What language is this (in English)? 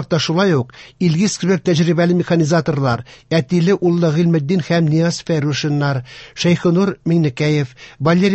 Tatar